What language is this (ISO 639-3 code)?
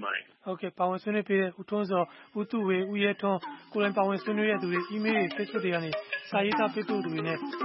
mya